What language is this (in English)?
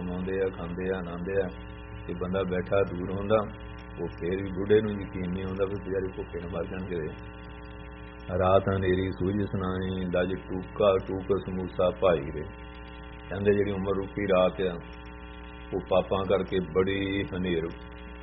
Punjabi